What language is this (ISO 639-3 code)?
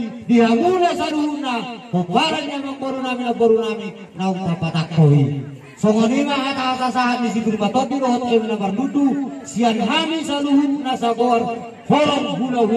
bbc